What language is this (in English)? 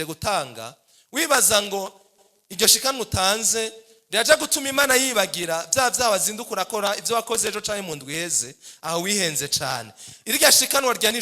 Rundi